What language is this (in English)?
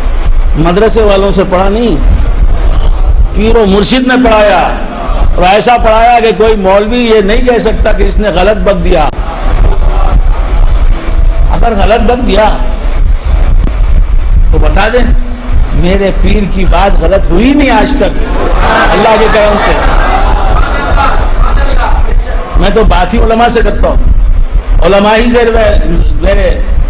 Urdu